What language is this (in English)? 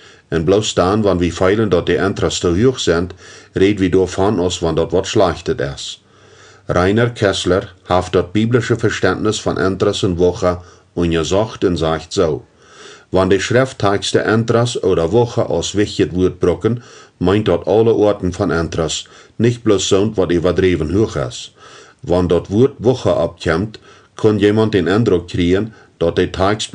Plautdietsch